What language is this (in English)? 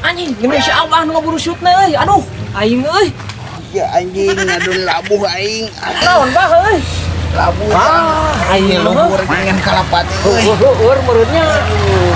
Sundanese